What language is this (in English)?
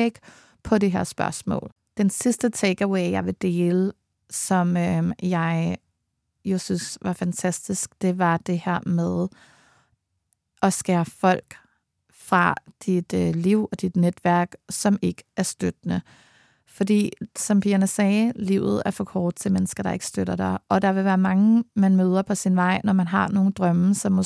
Danish